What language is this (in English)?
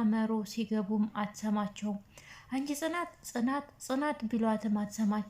Amharic